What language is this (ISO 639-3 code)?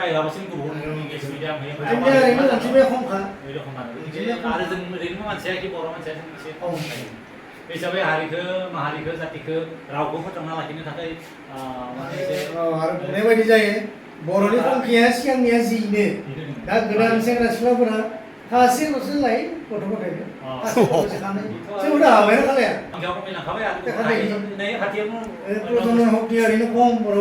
brx